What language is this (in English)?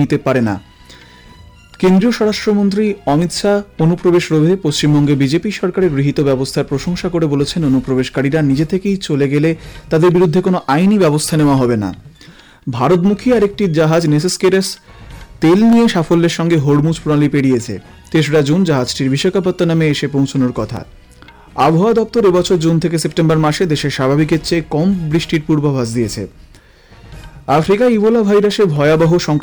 Bangla